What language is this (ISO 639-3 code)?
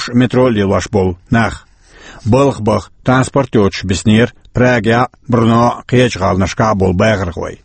che